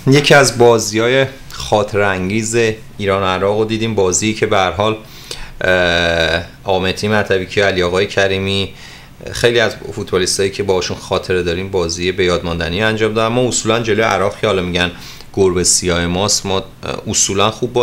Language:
Persian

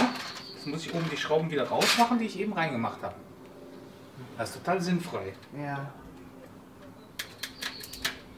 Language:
German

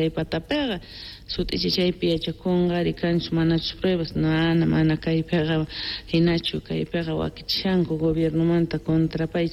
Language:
South Bolivian Quechua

